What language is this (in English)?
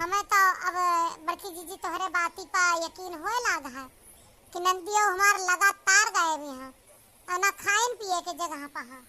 Awadhi